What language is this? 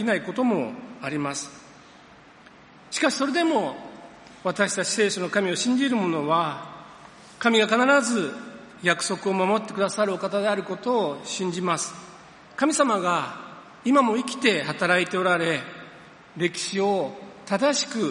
Japanese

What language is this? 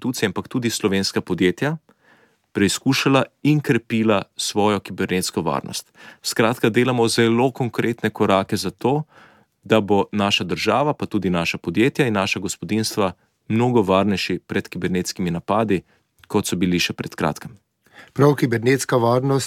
Slovenian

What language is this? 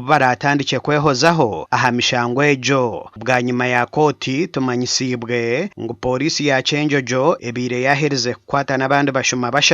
Nyankole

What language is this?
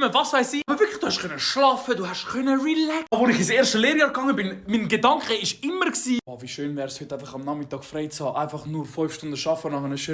Swiss German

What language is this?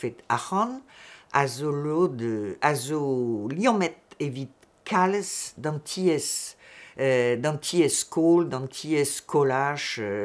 Breton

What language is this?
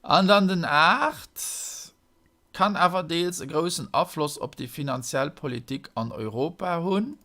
Luxembourgish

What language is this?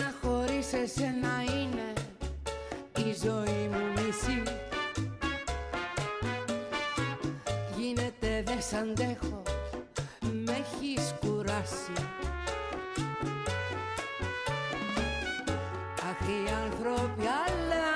Greek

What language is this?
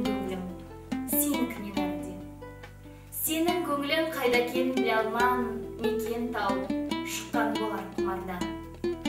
Kazakh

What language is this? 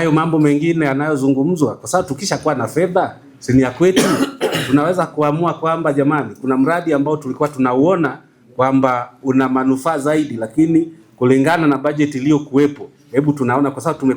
Swahili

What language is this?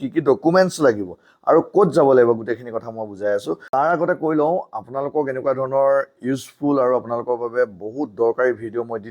Assamese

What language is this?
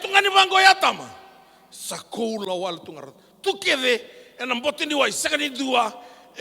Fijian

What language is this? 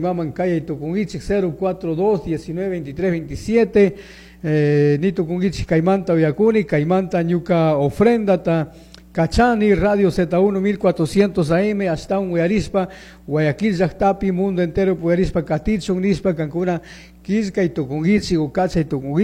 Chimborazo Highland Quichua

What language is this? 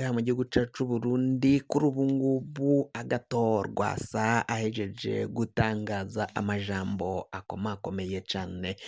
Rundi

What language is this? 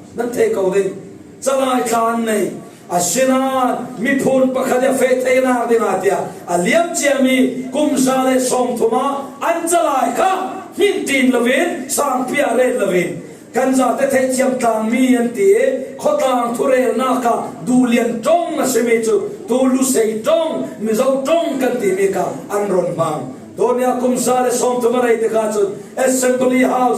Falam Chin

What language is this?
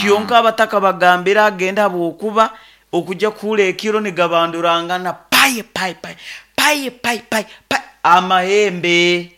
Nyoro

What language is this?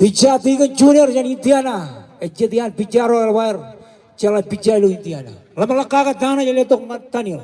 Marshallese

